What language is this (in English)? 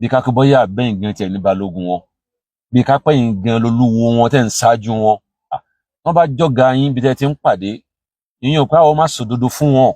Yoruba